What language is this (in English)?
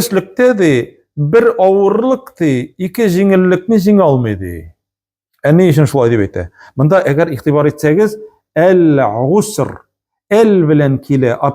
Tatar